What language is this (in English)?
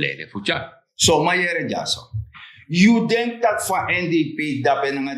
Sranan Tongo